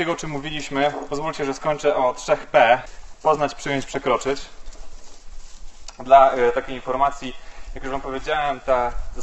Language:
Polish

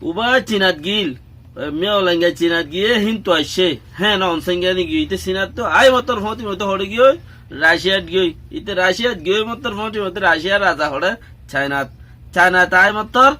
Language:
Rohingya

